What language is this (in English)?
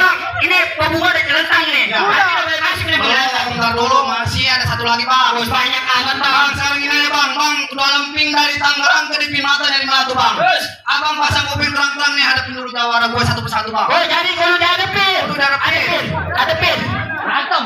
Betawi